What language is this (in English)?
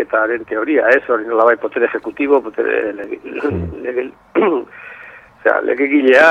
Basque